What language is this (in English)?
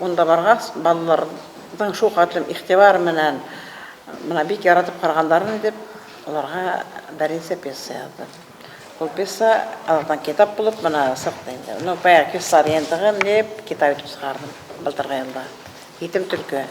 Bashkir